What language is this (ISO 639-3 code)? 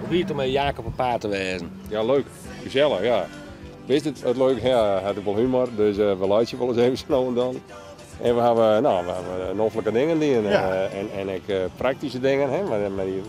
fry